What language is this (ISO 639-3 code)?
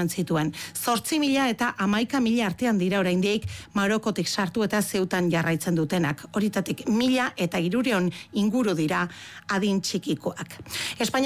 eus